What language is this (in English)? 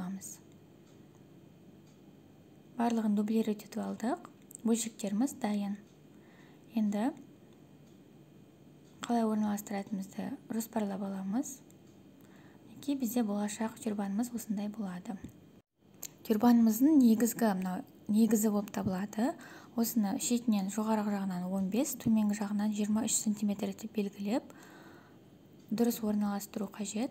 Kazakh